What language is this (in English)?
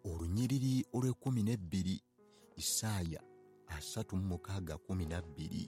Ganda